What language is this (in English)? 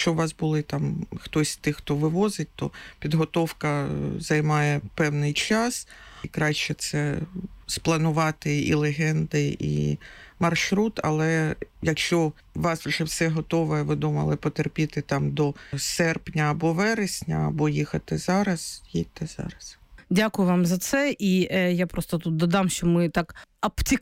Ukrainian